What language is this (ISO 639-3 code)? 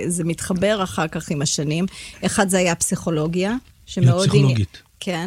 heb